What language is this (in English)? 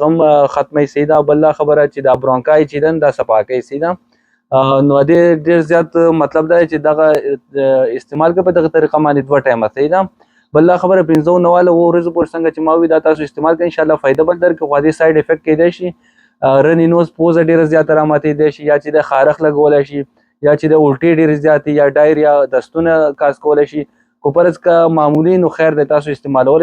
Pashto